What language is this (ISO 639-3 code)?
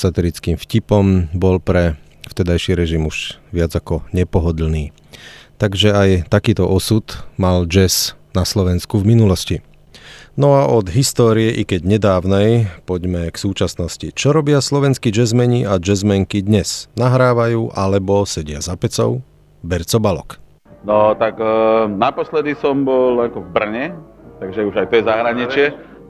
slk